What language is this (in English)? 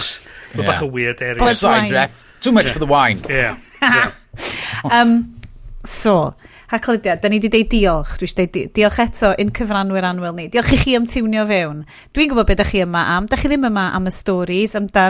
Welsh